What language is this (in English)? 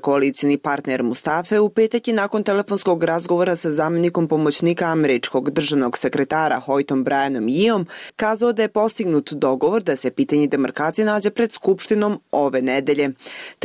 Bosnian